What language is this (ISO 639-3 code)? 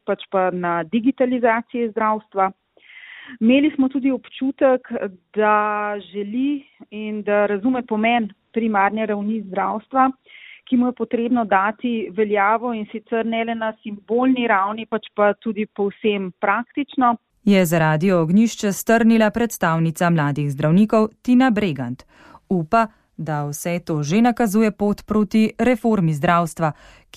slv